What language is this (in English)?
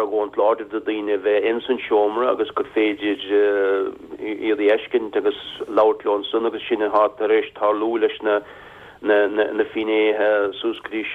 Irish